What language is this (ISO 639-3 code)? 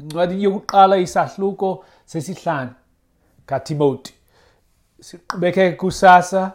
xho